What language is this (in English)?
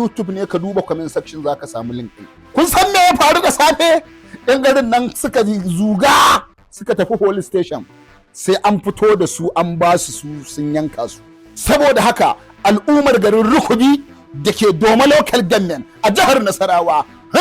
Hausa